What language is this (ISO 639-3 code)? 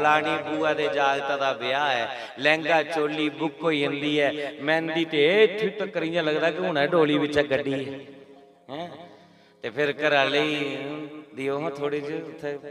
doi